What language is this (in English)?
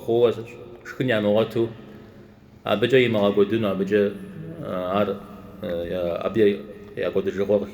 Kabardian